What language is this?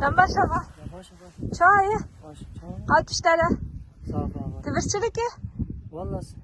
Kurdish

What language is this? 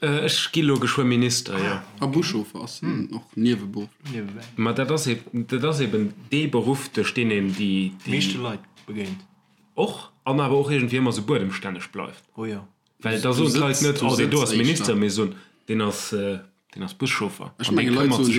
Luxembourgish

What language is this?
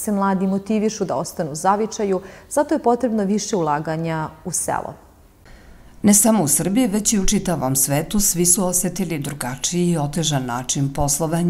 Serbian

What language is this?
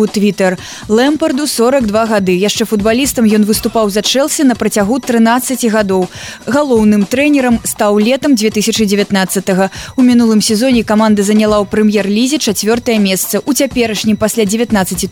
Belarusian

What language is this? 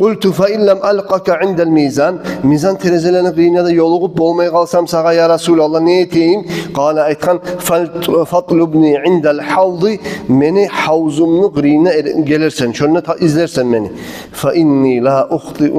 Kumyk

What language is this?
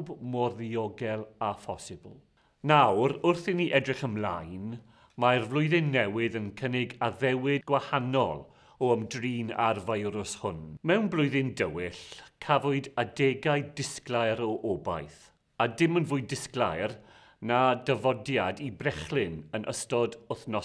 Welsh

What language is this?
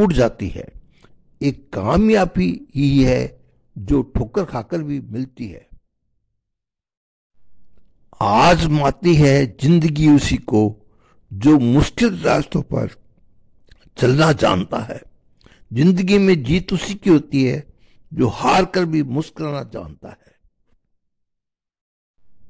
Hindi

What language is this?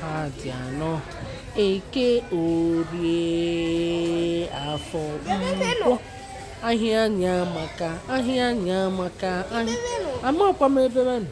Igbo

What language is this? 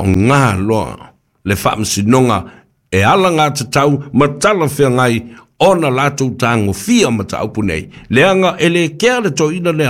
Samoan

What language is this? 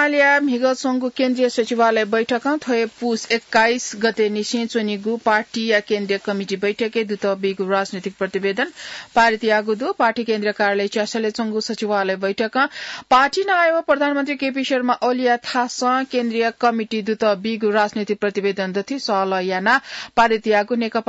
Newari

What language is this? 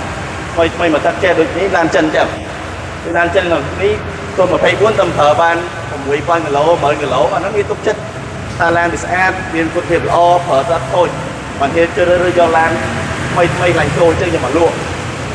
Khmer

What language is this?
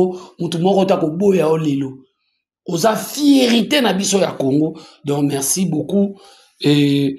Lingala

